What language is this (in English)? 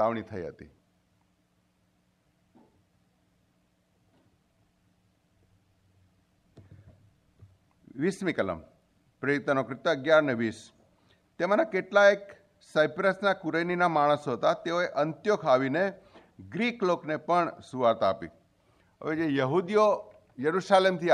Gujarati